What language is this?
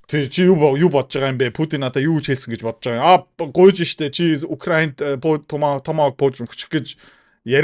Mongolian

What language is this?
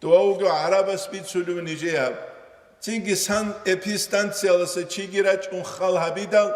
Avaric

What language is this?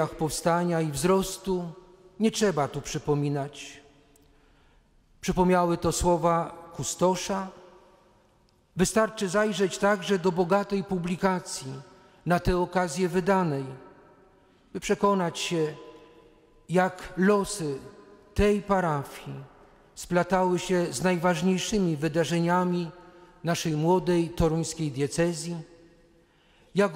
Polish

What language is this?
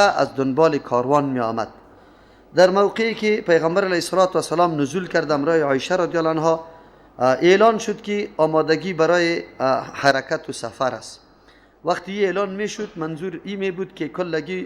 Persian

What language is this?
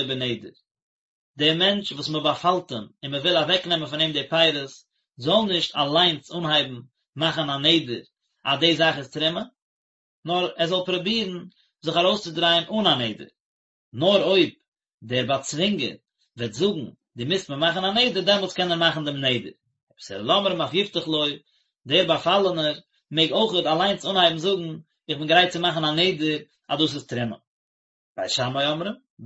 Yiddish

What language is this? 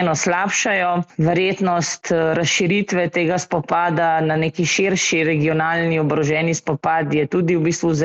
Slovenian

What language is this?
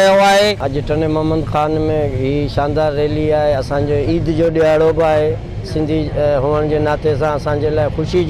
Sindhi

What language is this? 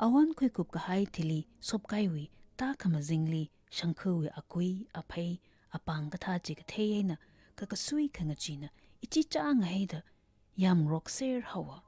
Tangkhul Naga (India)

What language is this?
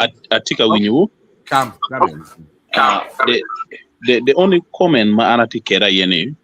Acoli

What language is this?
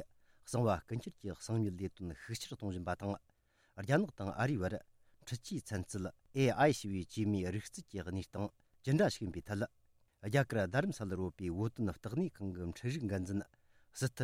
Tibetan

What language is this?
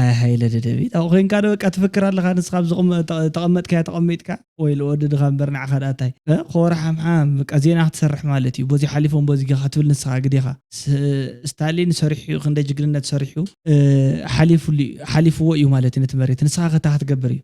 Tigrinya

